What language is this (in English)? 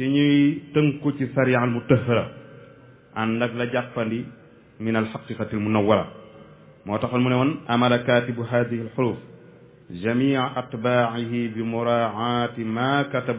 Wolof